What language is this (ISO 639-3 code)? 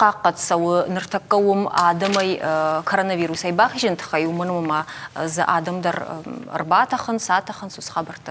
oss